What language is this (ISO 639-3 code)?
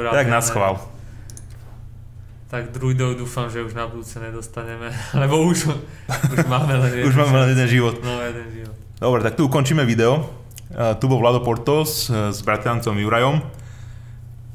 slk